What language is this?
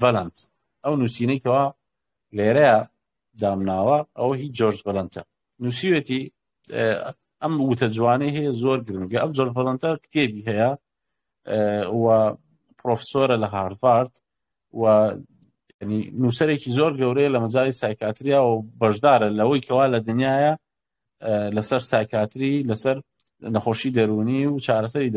Central Kurdish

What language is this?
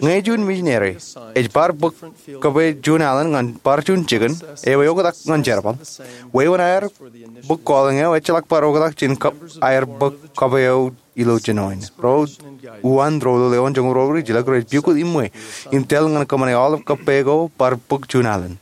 Marshallese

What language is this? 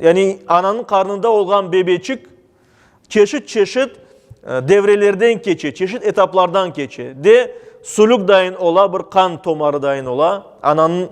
Crimean Tatar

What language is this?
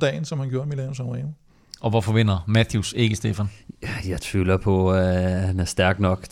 Danish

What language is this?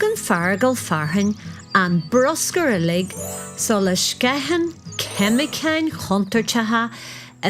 Irish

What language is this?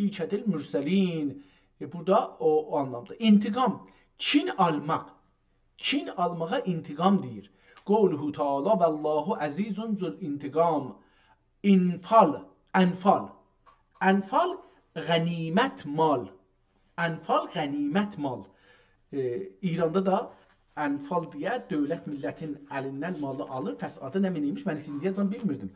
South Azerbaijani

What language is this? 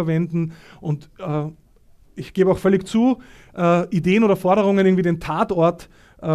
German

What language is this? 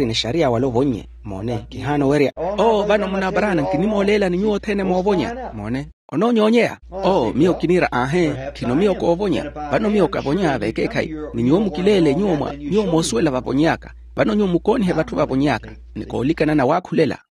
Makhuwa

